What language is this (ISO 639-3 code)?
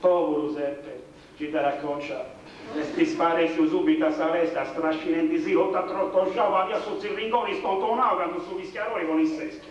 srd